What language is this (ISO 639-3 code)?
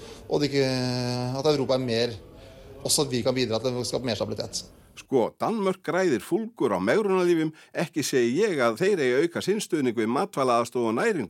isl